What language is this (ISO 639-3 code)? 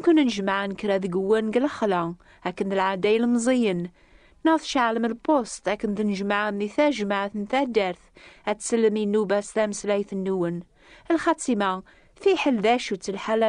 kab